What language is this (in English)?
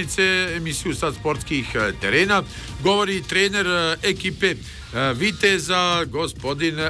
Bosnian